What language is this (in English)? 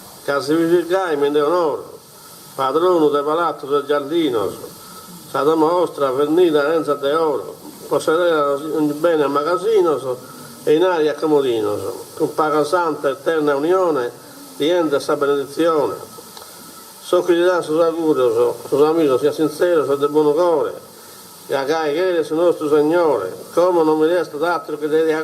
Sardinian